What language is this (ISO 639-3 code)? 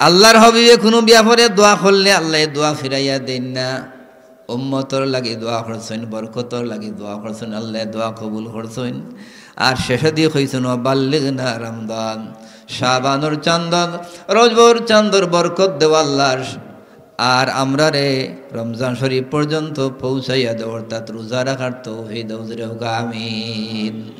syl